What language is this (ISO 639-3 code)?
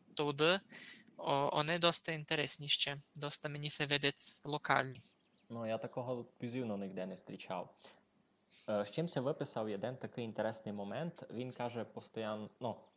rue